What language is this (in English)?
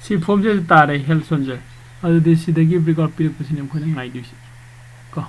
Manipuri